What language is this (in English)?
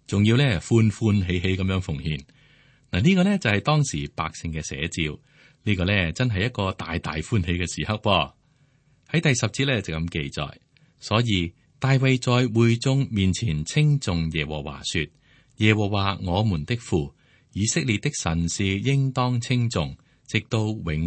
Cantonese